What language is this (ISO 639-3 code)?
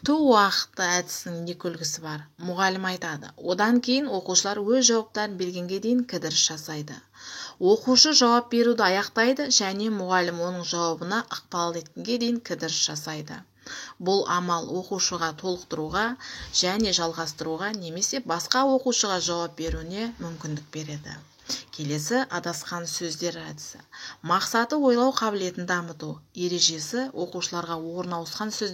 kaz